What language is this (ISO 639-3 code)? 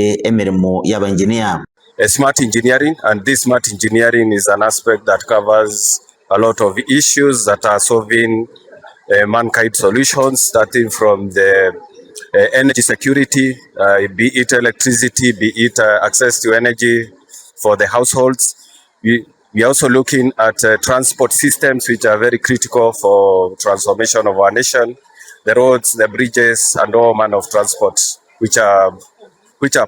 guz